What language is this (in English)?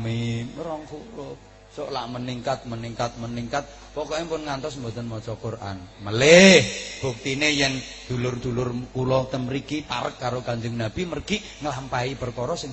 Javanese